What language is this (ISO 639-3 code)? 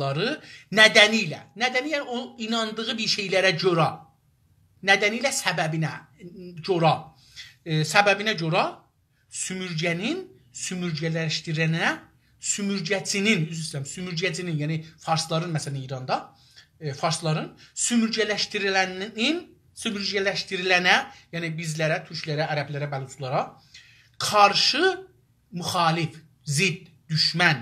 azb